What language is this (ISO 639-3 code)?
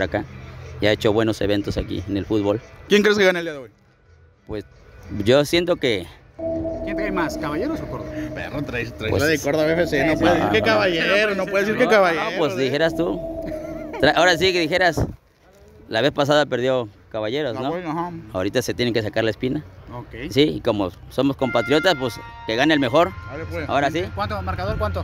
spa